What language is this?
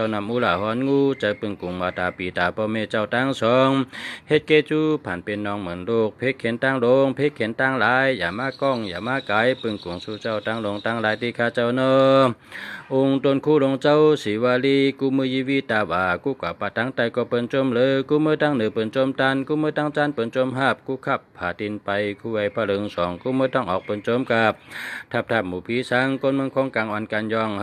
Shan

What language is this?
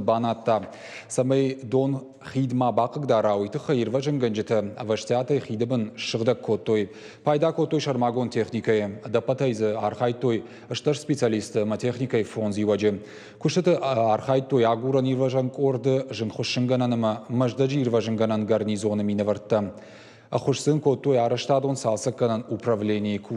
Ossetic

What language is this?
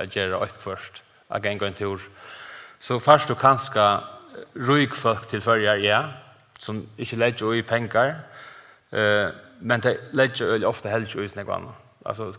Faroese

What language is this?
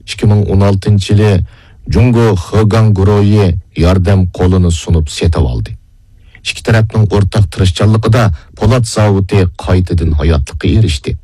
Uyghur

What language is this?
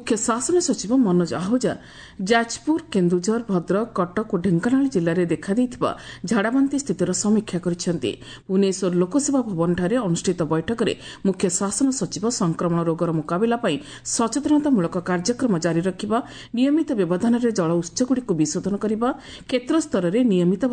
Odia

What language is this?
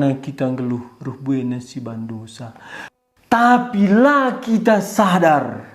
Batak Karo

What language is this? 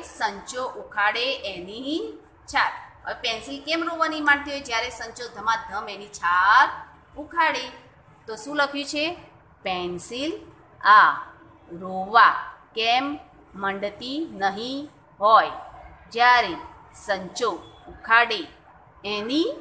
Gujarati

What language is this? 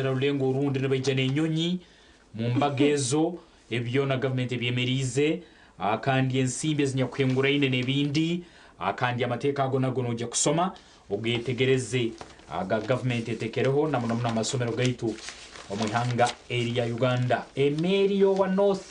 Nyankole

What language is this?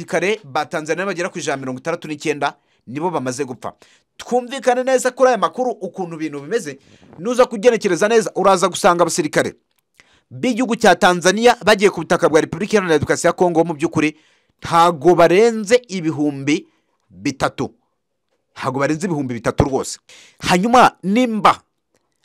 Kinyarwanda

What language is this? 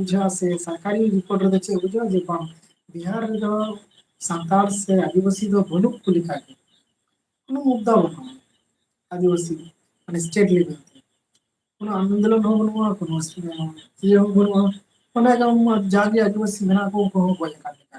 Santali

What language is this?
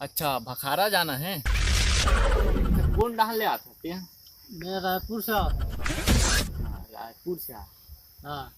Chhattisgarhi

